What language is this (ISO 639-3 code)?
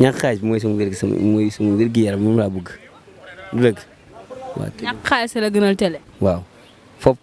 wol